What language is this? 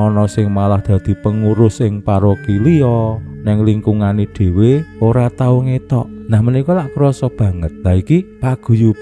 Javanese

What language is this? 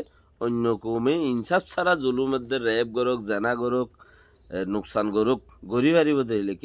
Rohingya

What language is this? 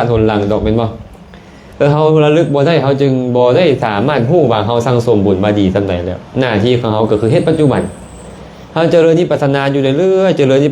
Lao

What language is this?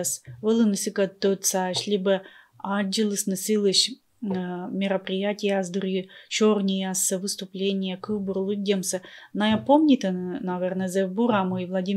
Komi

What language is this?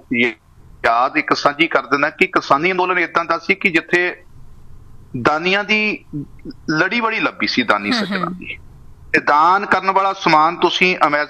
Punjabi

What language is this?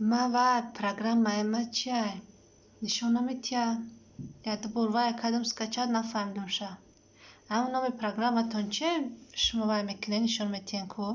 Tajik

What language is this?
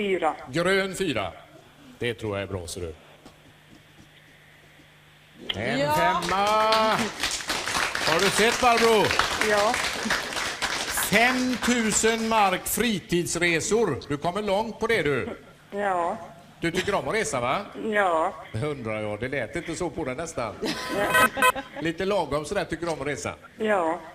Swedish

